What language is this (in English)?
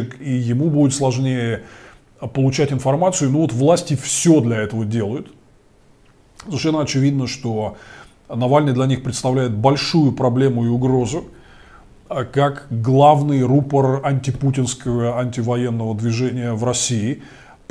Russian